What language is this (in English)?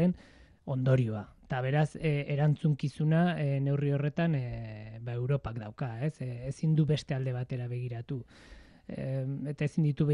Basque